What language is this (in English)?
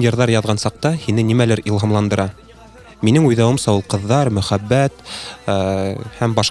Bashkir